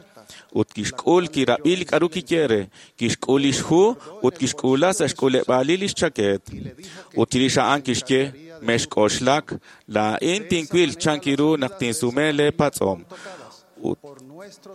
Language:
Kekchí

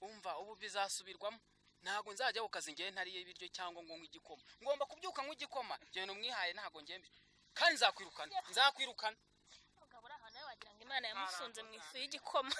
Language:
Kinyarwanda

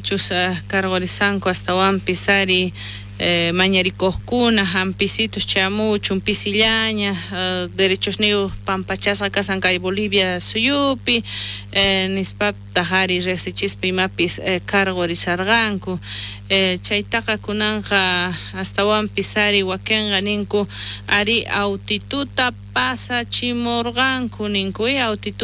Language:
South Bolivian Quechua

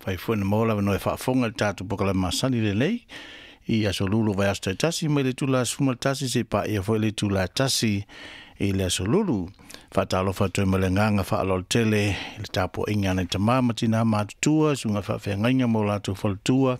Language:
Samoan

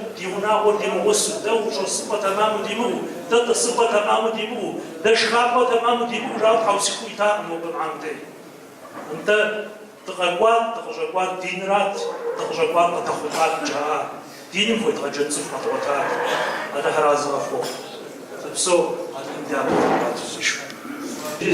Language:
Kabardian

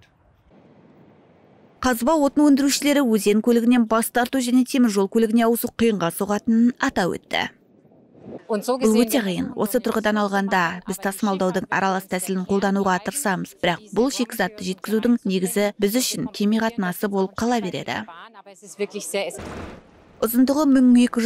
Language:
Kazakh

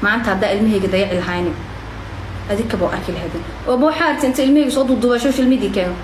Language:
Somali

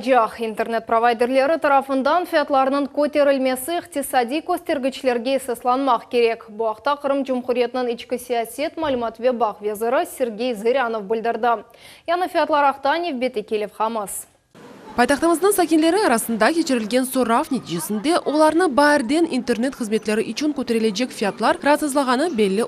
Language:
Crimean Tatar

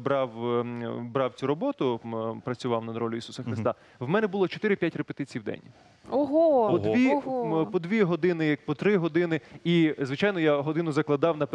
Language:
Ukrainian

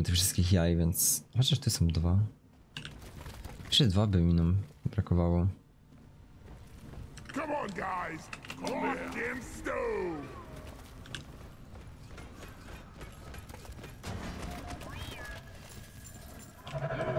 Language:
Polish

